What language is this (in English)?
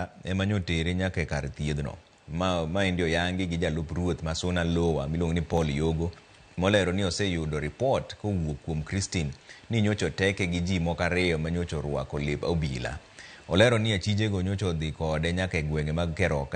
Luo (Kenya and Tanzania)